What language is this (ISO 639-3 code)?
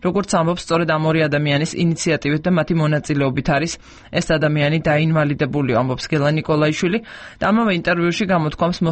kat